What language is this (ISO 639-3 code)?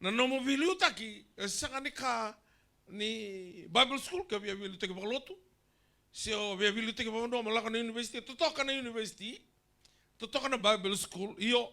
fij